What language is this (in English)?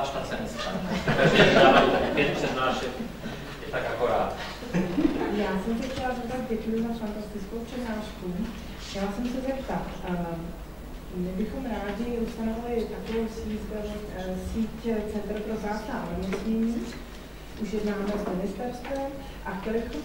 Czech